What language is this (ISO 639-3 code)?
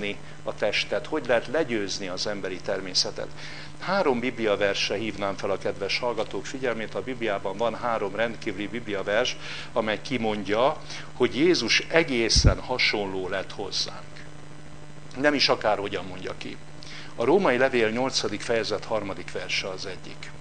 hun